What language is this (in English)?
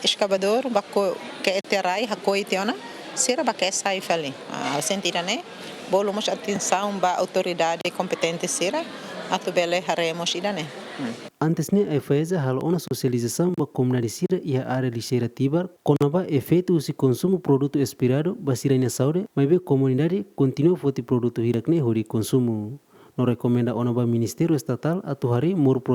Tetum